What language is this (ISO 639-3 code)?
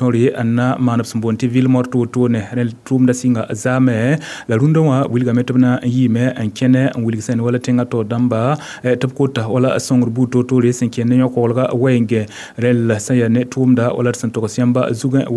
mos